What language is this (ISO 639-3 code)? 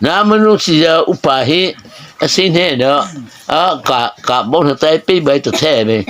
mrh